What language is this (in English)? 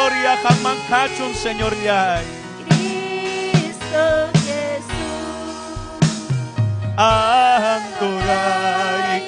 Ayacucho Quechua